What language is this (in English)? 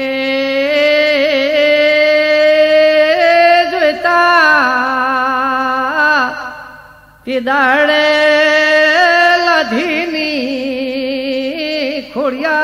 Gujarati